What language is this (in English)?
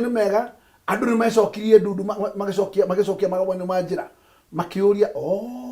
Kikuyu